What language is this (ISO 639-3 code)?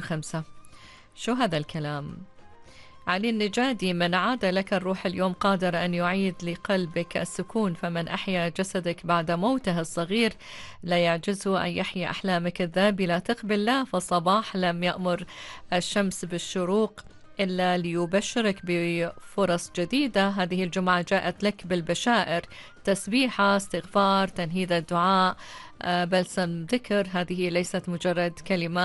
ara